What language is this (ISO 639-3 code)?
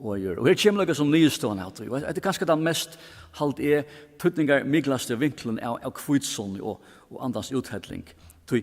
fao